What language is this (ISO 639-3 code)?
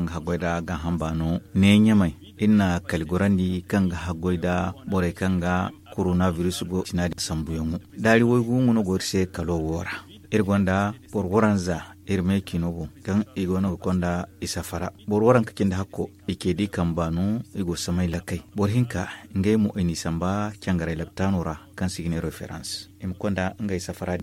dje